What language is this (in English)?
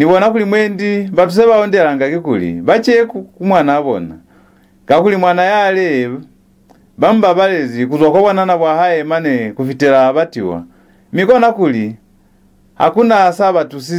Lozi